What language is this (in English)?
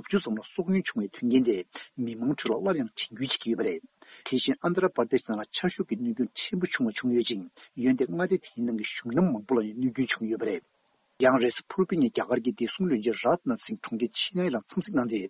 Tibetan